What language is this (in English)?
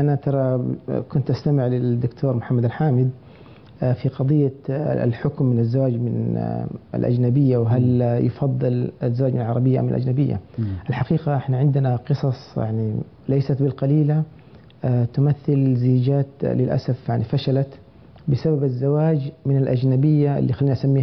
Arabic